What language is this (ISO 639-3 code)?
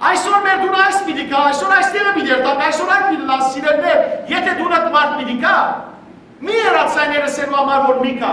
hyw